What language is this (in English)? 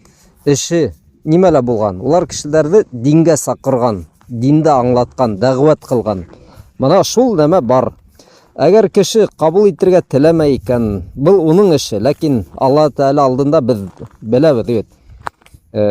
Bashkir